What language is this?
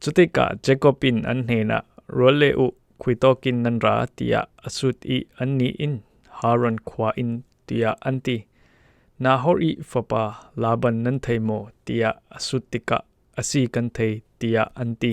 Falam Chin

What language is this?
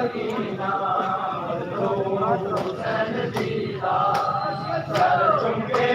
Saraiki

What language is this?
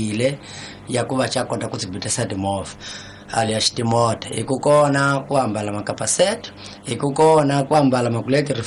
Tsonga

